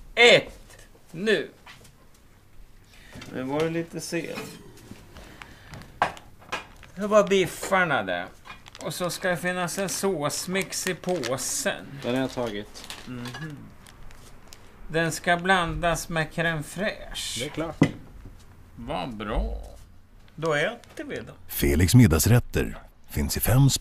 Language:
Swedish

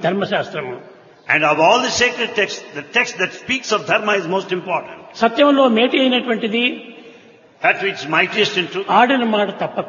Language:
Telugu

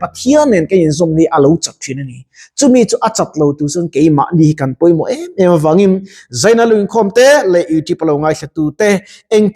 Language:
Mizo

